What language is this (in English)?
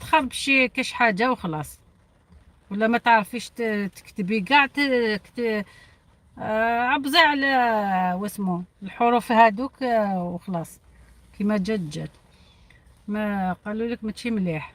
Algerian Arabic